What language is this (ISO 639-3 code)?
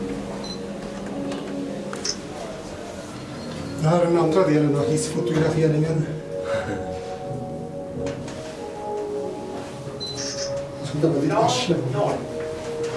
swe